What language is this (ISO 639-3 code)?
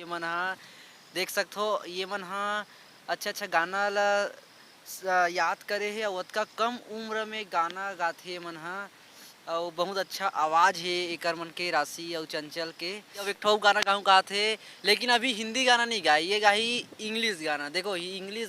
hne